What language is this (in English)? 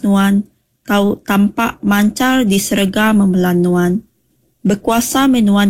Iban